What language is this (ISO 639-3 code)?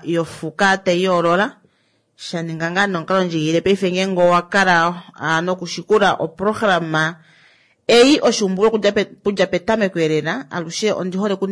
kua